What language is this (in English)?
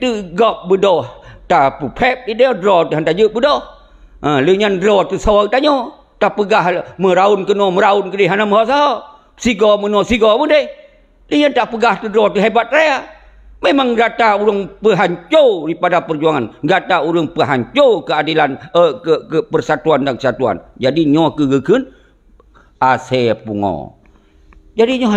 Achinese